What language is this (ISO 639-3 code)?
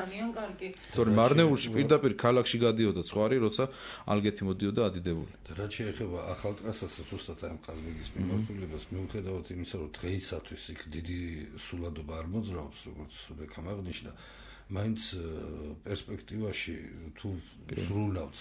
kat